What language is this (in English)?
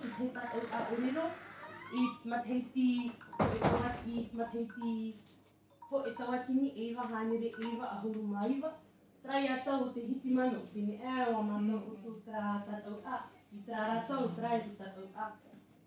Tahitian